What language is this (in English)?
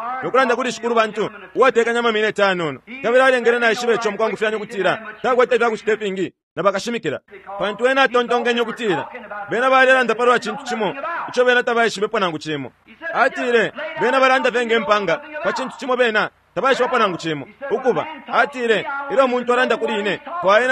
Bemba